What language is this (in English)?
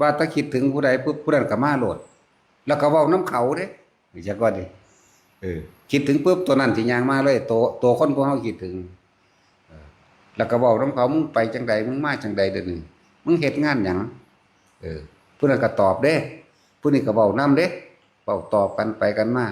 Northeastern Thai